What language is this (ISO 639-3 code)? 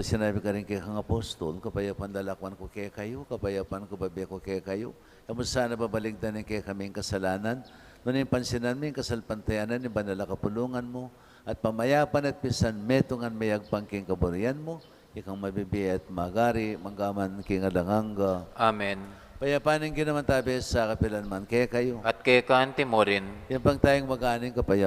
pam